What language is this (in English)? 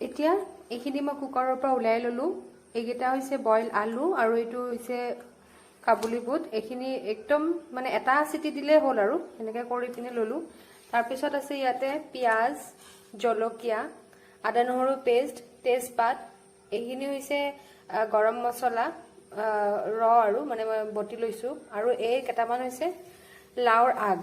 Assamese